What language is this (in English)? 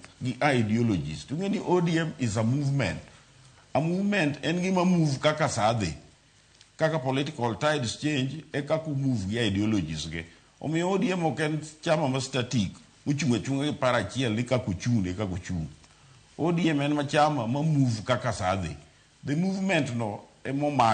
Luo (Kenya and Tanzania)